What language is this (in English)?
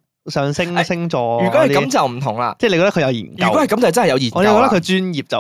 Cantonese